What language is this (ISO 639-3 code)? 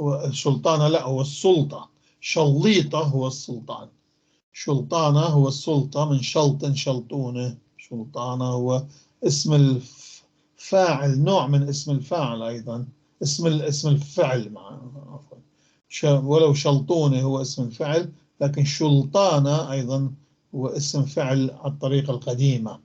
apc